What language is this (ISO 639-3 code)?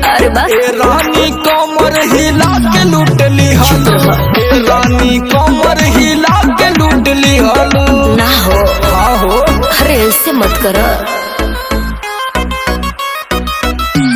bho